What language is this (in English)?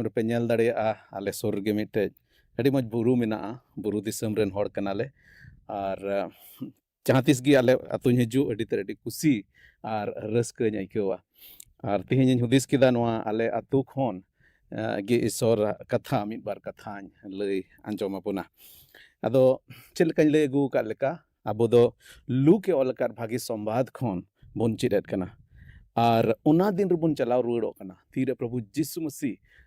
Santali